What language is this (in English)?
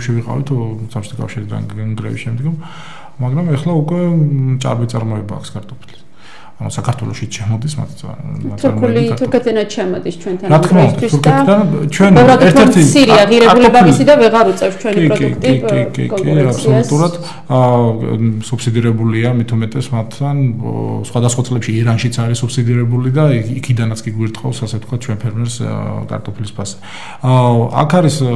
Georgian